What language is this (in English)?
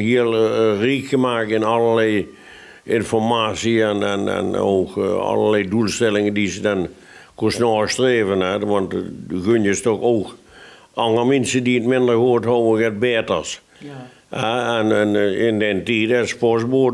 Limburgish